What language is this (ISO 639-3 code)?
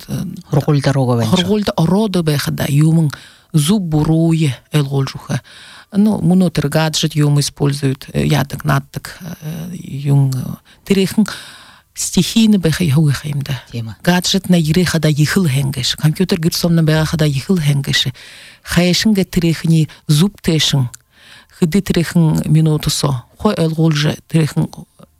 bua